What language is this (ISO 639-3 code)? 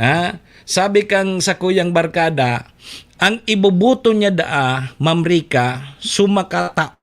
bik